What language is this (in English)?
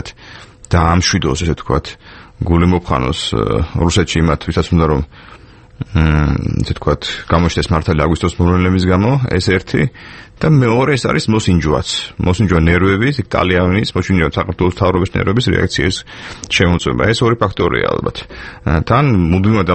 Georgian